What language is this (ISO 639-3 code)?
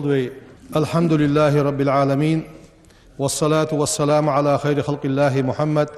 inh